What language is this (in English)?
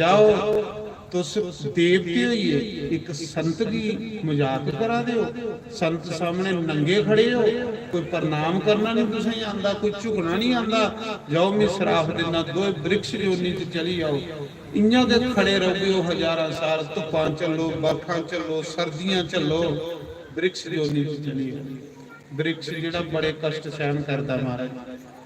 Dogri